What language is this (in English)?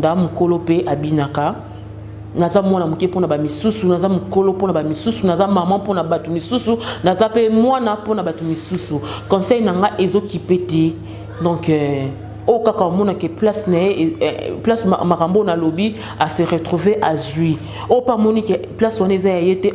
Lingala